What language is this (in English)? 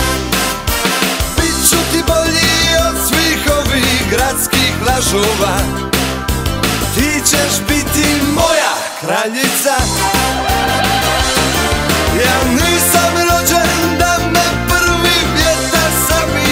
Croatian